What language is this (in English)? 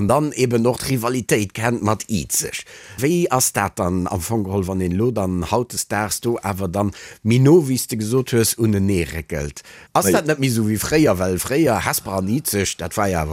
Luxembourgish